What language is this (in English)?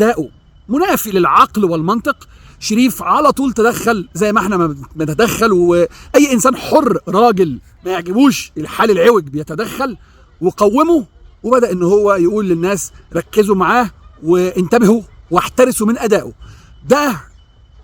Egyptian Arabic